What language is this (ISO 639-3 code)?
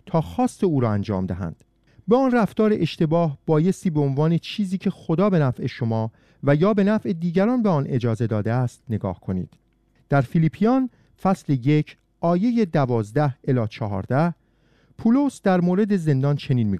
fas